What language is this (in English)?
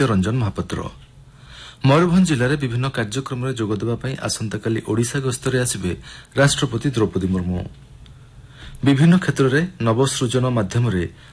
Odia